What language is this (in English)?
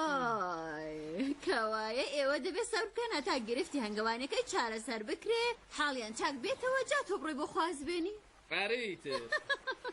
Central Kurdish